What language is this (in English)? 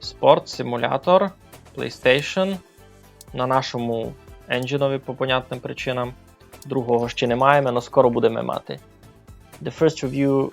Rusyn